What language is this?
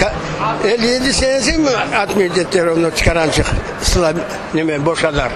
Crimean Tatar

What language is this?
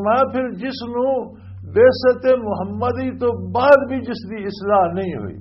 Western Panjabi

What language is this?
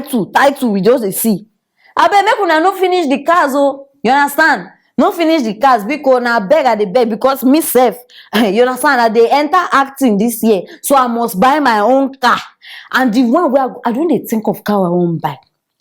Nigerian Pidgin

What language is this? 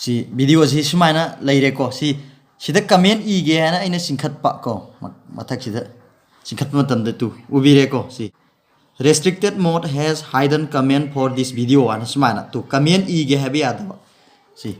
Manipuri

